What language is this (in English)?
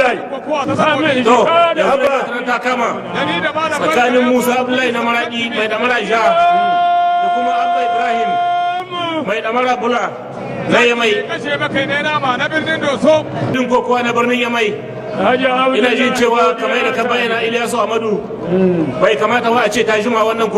Hausa